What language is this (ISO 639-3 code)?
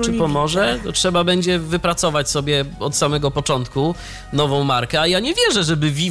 pol